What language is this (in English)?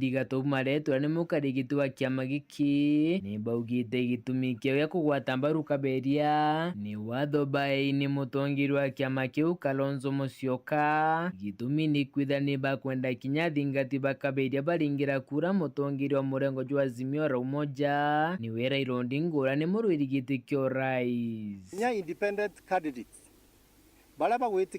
Meru